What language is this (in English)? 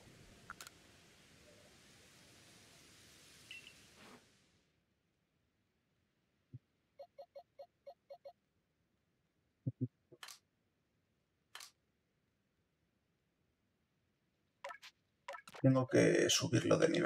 Spanish